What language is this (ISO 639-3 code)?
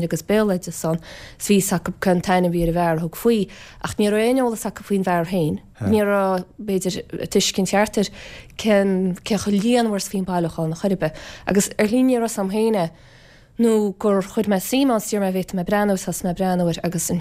gle